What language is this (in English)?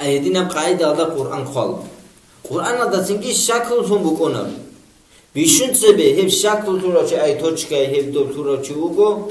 Avaric